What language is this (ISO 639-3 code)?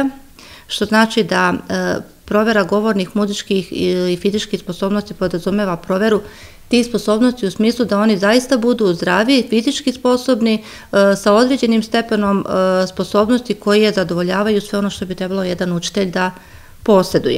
srp